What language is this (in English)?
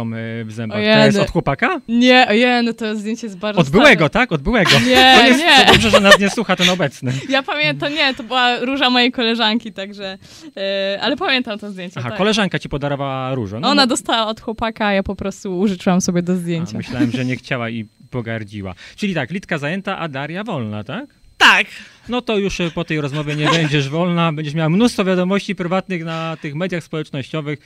Polish